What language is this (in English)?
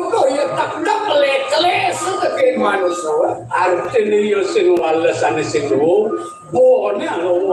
Balinese